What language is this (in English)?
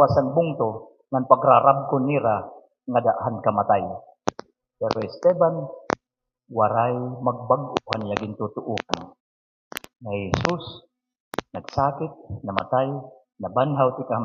Waray